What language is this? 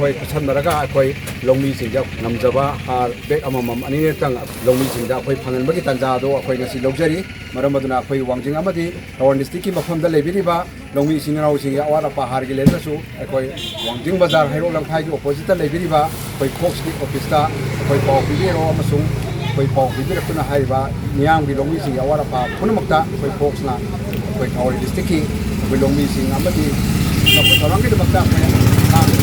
Manipuri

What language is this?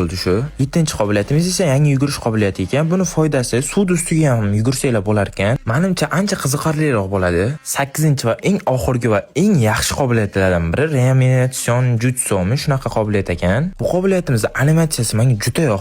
Uzbek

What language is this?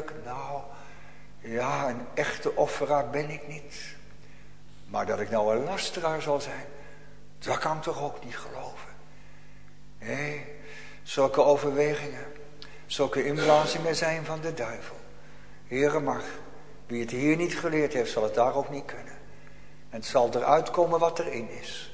Dutch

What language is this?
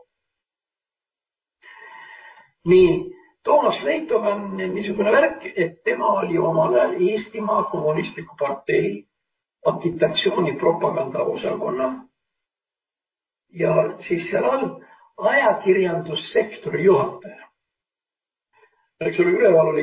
Estonian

